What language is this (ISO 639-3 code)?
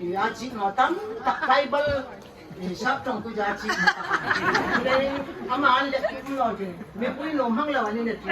hmr